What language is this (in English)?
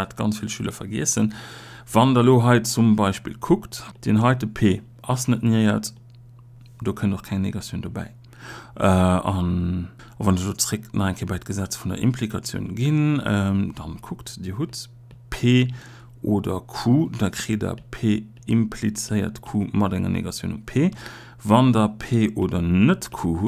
Luxembourgish